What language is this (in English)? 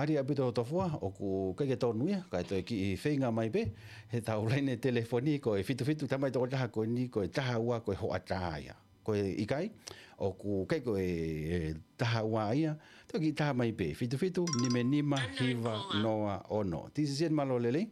Tongan